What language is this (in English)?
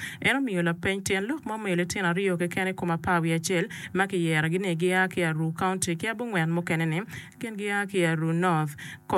Acoli